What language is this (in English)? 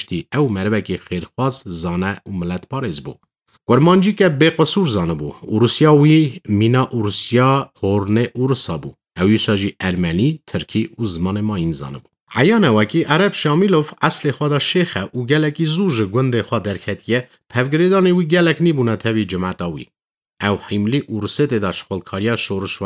Kurdish